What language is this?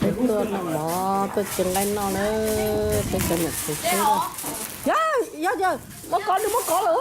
Hmong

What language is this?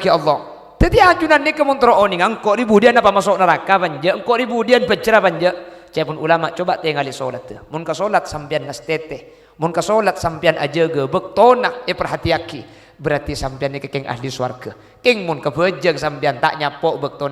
Madurese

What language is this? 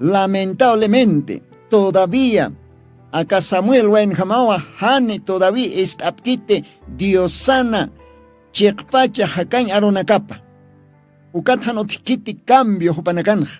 Aymara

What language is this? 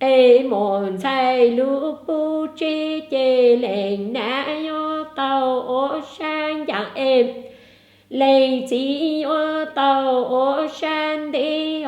Hmong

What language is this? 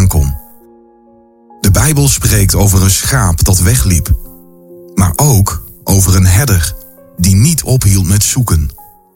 Dutch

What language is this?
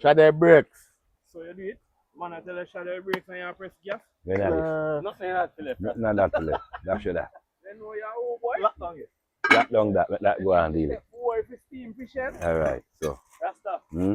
Jamaican Creole English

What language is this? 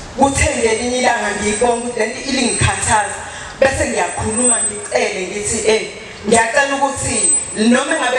Zulu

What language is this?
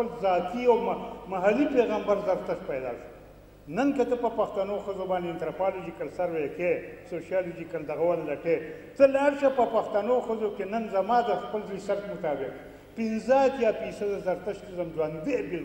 Pashto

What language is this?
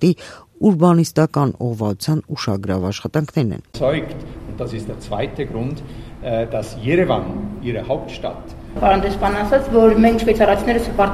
Armenian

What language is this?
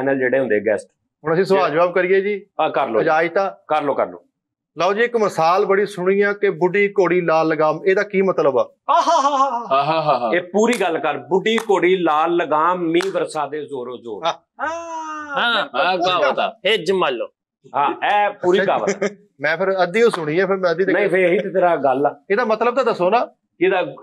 Punjabi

